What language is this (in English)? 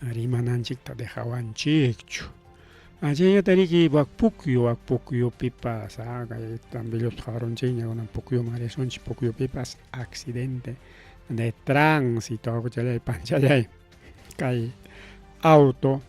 Ayacucho Quechua